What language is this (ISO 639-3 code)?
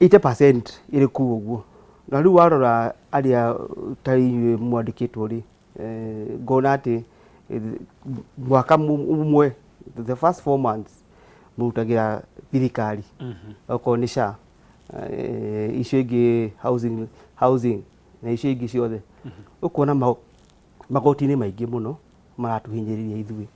kik